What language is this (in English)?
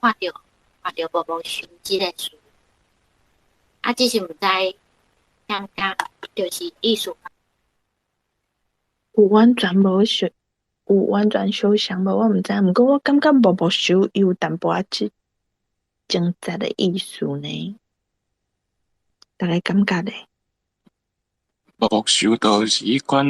Min Nan Chinese